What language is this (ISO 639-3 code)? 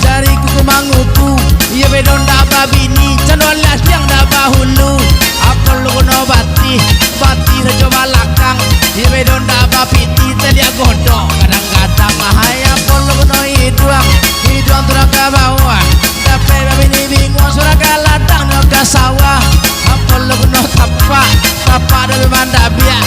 min